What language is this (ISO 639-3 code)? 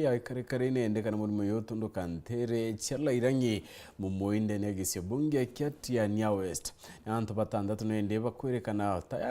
mer